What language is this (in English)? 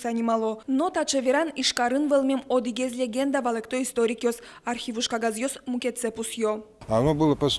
Udmurt